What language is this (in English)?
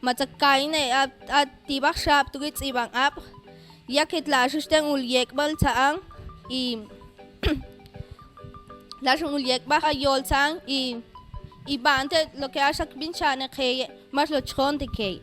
Mam